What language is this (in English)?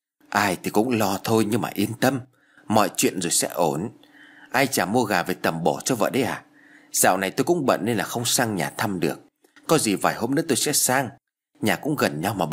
Vietnamese